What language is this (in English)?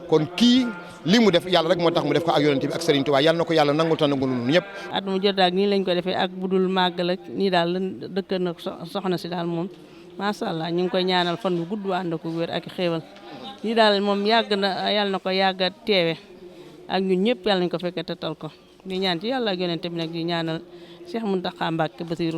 Wolof